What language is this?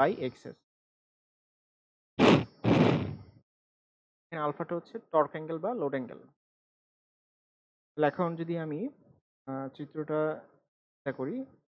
Bangla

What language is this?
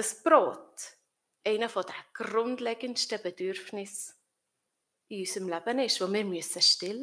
Swiss German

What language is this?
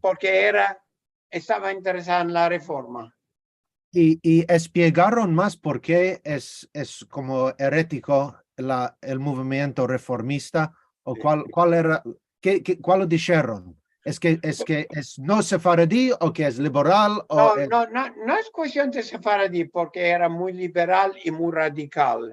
Ladino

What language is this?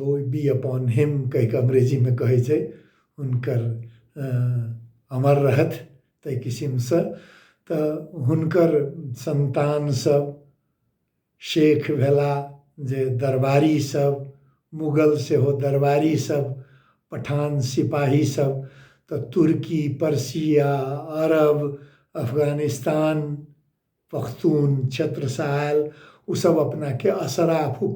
Maithili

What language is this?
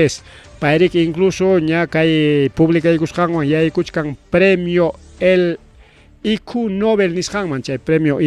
Ayacucho Quechua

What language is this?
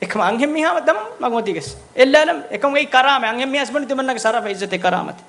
Divehi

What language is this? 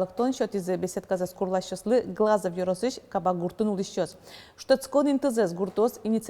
Udmurt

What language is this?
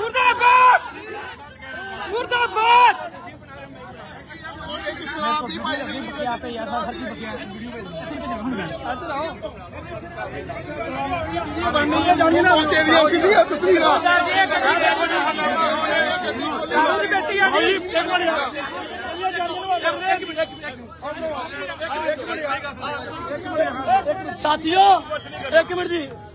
Punjabi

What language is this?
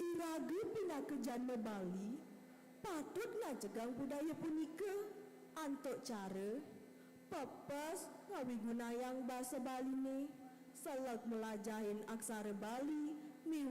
Balinese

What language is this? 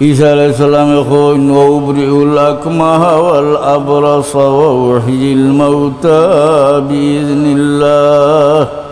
Sylheti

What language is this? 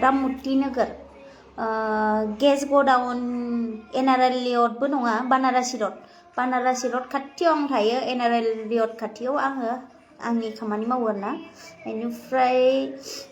Bodo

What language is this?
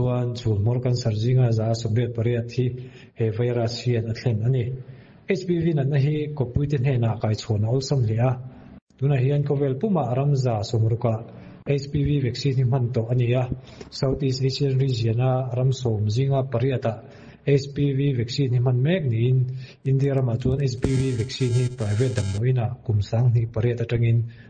Mizo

